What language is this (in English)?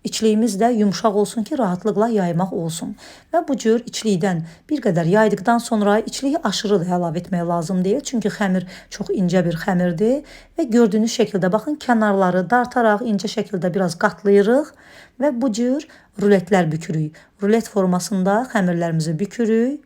Azerbaijani